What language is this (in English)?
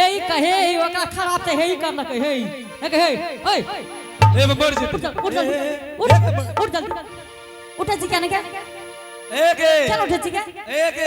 Angika